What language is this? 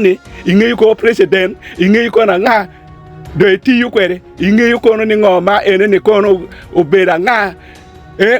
Acoli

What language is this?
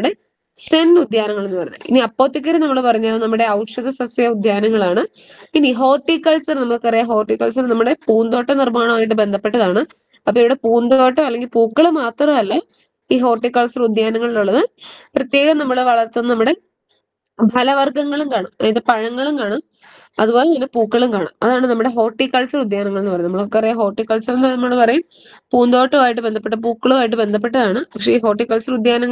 Malayalam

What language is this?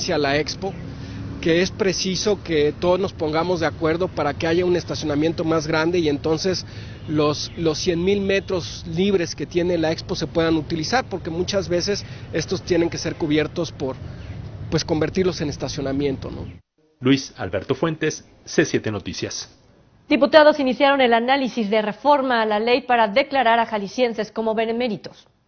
Spanish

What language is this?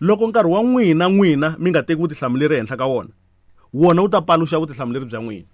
Tsonga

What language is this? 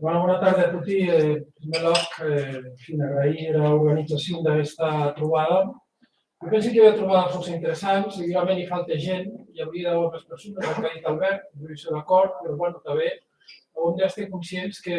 Occitan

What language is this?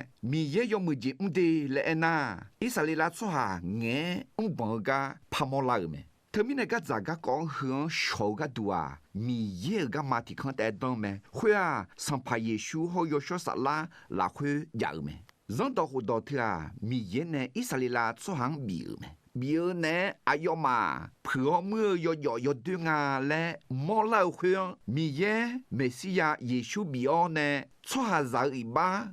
Akha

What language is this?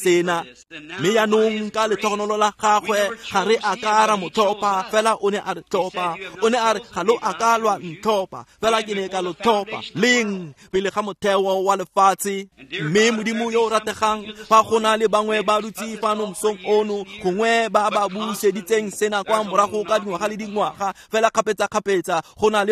Tswana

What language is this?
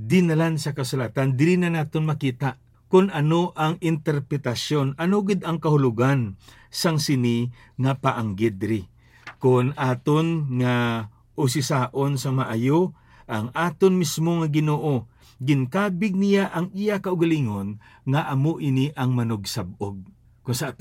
Hiligaynon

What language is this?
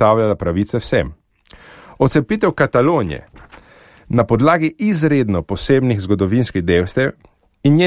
Slovenian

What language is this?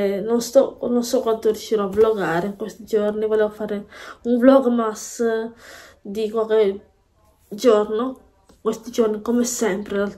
Italian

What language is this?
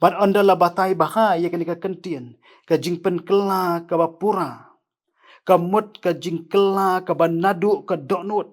Khasi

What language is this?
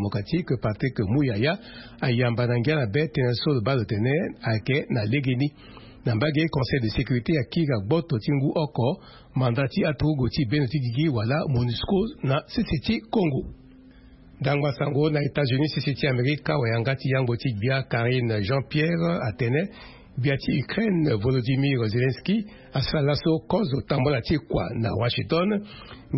Sango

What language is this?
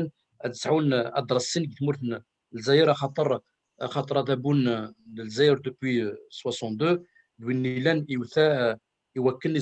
Kabyle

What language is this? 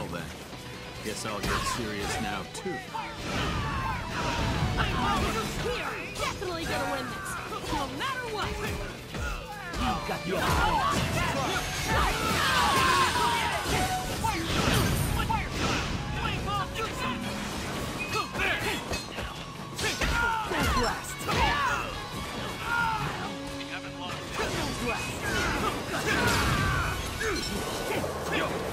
English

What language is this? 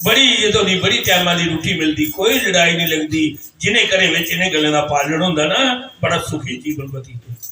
Dogri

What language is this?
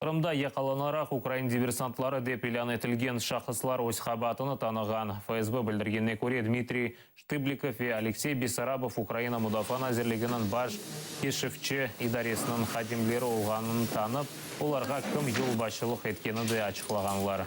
Crimean Tatar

